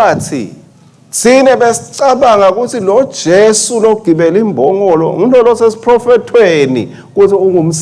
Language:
Swati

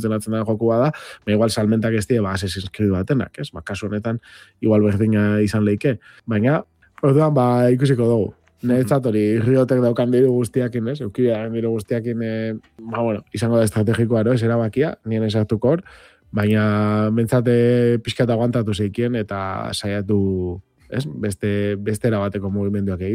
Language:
Basque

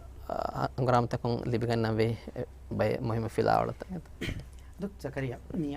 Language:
Divehi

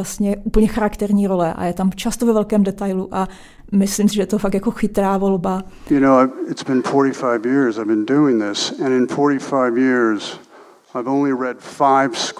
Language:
Czech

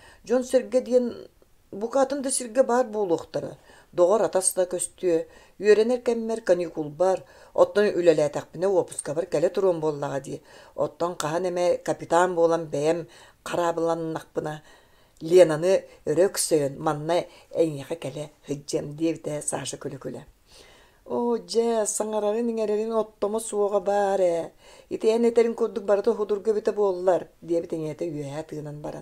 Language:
Yakut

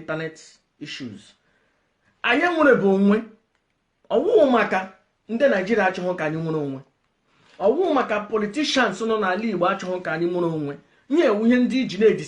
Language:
Igbo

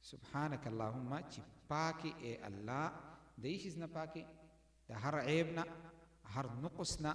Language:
Pashto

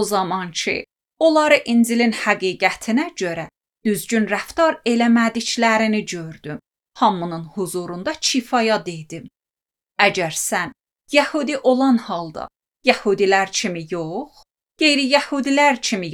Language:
Azerbaijani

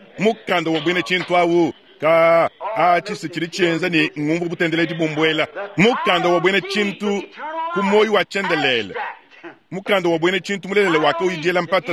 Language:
Luba-Lulua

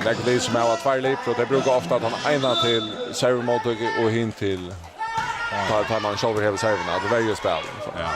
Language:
Faroese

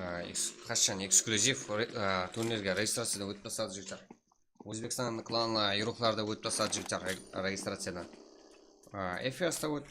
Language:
Kara-Kalpak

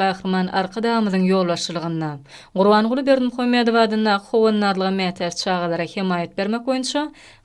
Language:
Turkmen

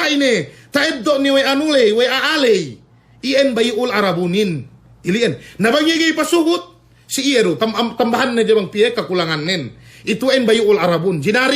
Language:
Yakan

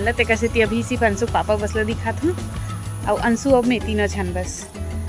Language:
Chhattisgarhi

